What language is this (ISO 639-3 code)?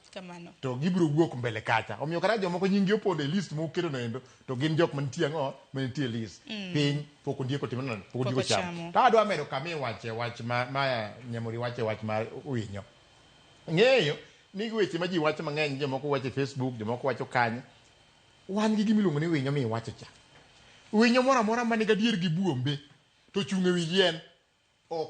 luo